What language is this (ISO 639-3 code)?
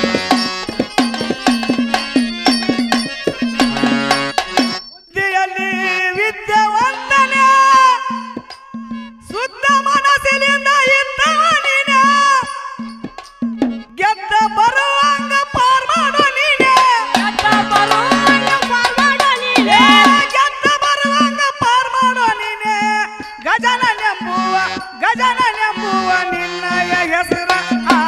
kan